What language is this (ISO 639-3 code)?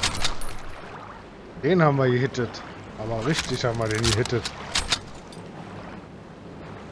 deu